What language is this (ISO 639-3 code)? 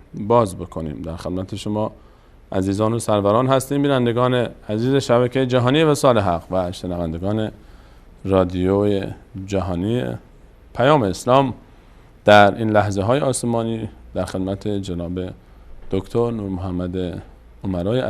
fas